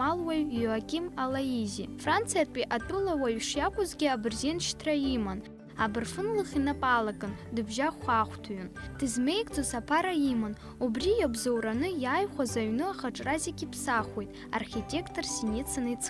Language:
Abkhazian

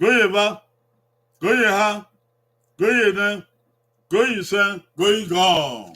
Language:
Bini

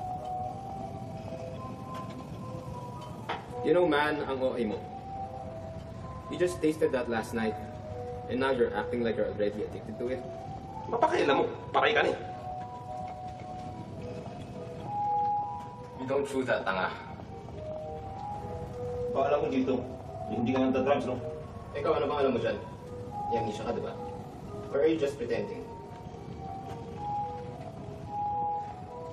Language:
Filipino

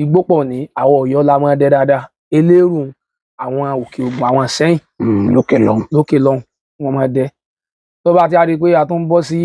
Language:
Yoruba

